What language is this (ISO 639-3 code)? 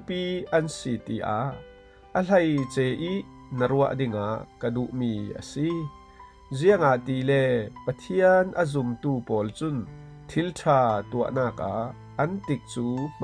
cfm